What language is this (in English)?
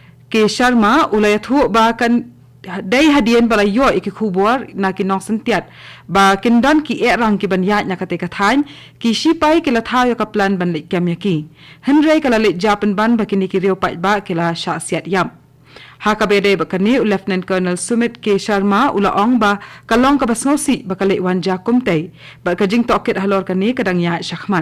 Khasi